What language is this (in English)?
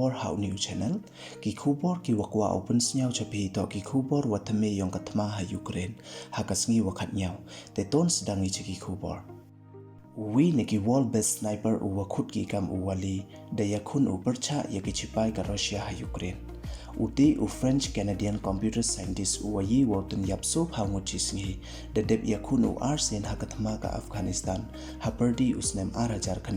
Pnar